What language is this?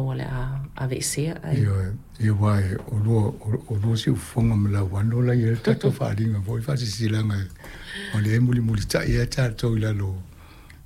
Samoan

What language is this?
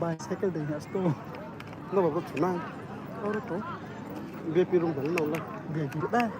Riang (India)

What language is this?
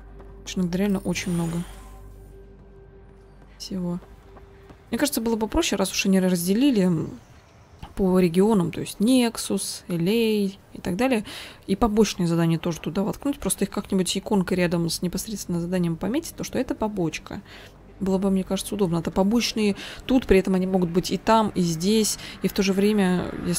Russian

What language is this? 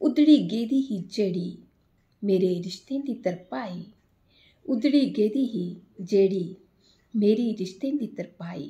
Dogri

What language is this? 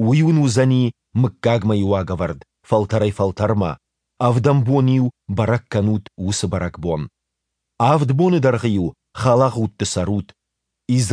Ossetic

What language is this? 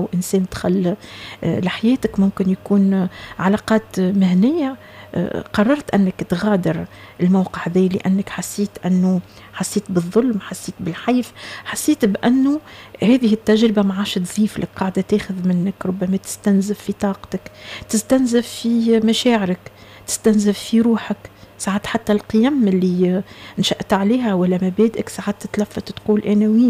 Tunisian Arabic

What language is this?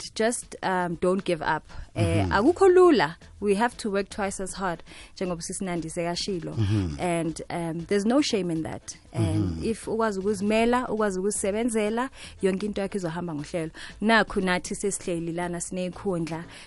South Ndebele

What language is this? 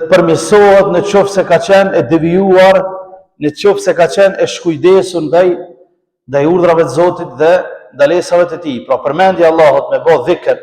Albanian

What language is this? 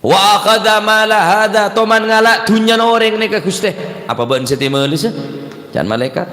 Madurese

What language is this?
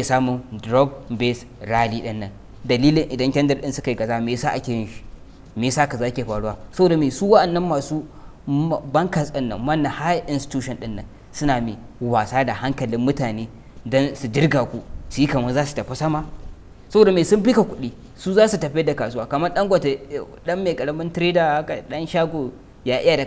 Hausa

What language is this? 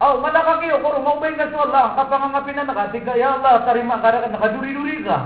Maranao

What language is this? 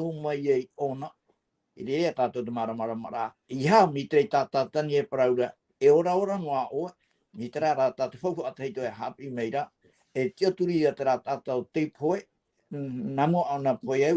Tahitian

